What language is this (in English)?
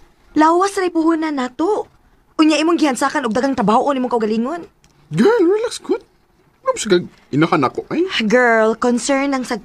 Cebuano